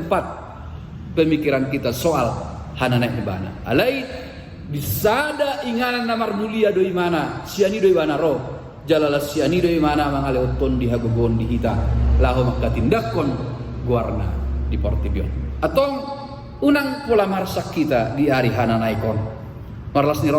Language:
Batak Toba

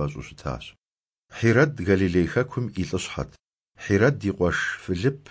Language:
Kabardian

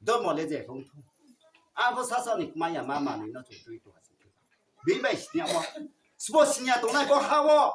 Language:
Riang (India)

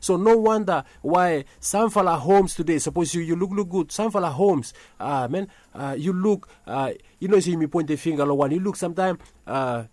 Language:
Bislama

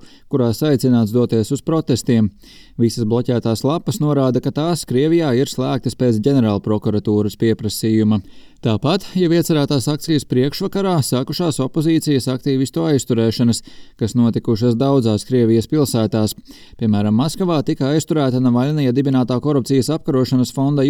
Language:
Latvian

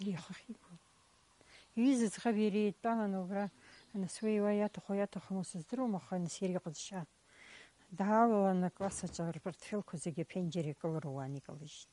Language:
Abkhazian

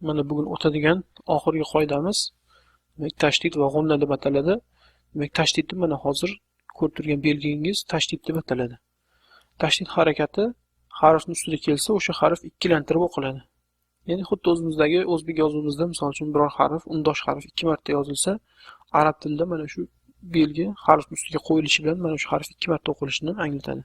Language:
Uzbek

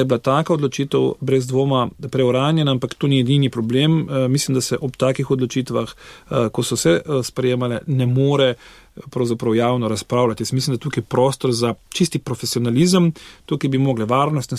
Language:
Slovenian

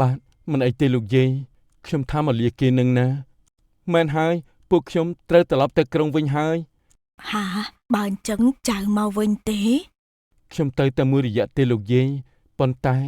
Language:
Khmer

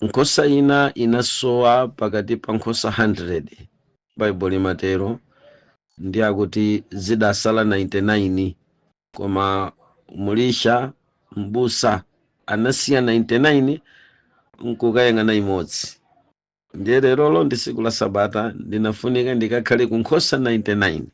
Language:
Nyanja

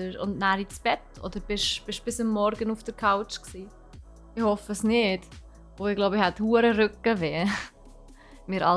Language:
Swiss German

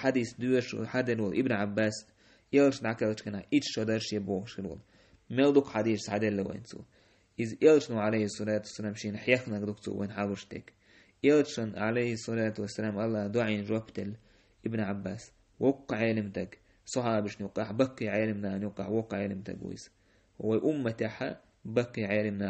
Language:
Chechen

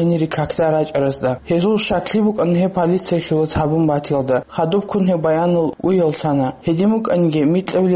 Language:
Avaric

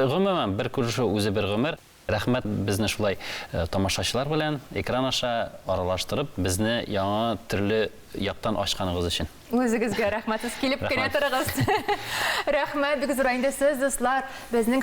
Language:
Tatar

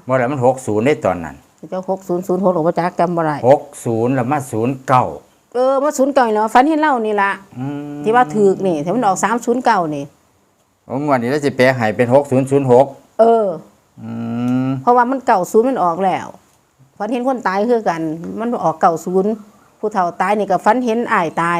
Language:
Northeastern Thai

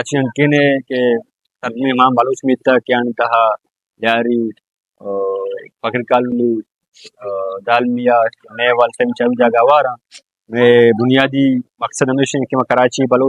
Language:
Baluchi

